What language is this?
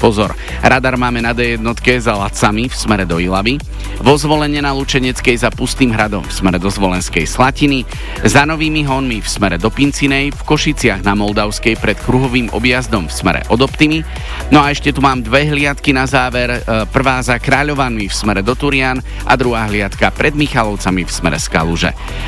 Slovak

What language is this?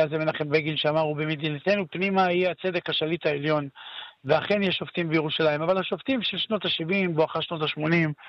Hebrew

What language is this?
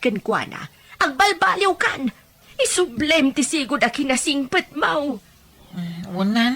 Iloko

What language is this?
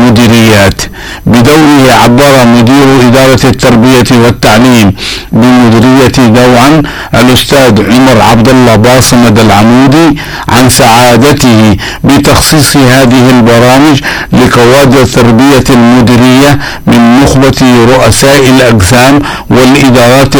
Arabic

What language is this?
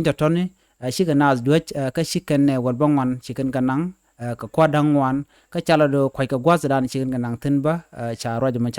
Nuer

